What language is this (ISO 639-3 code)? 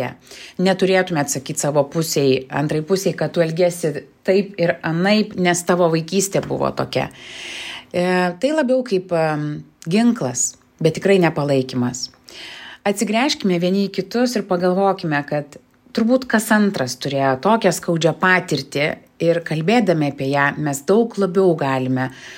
lit